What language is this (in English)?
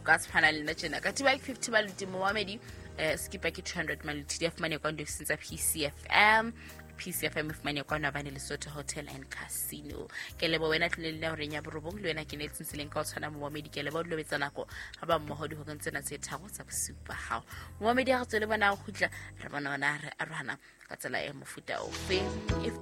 Southern Sotho